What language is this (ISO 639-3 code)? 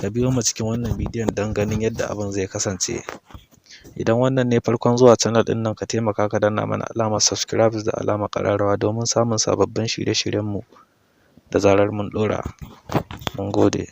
hau